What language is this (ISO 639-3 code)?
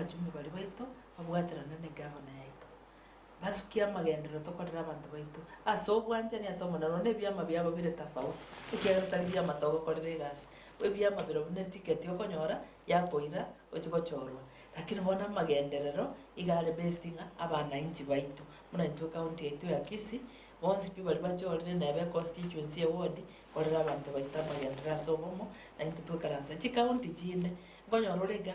guz